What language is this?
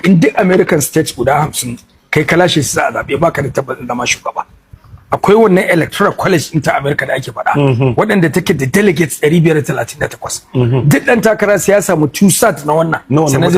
Hausa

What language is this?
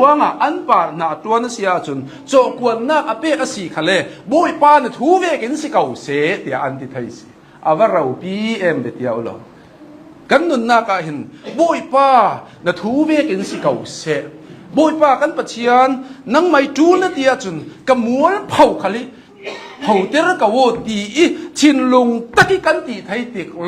Hakha Chin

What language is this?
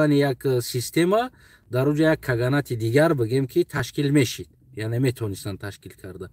Tajik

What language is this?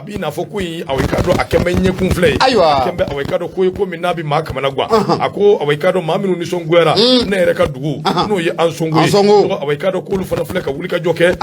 Bambara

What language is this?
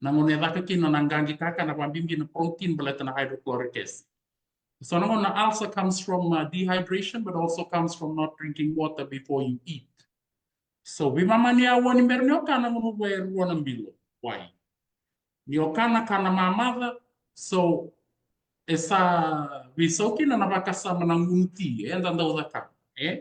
Fijian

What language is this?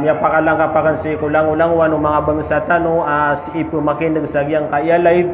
Maranao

